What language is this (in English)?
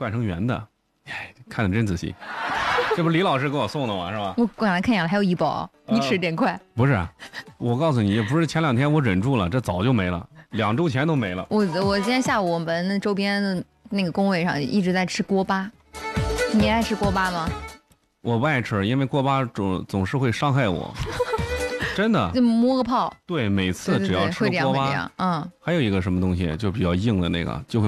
Chinese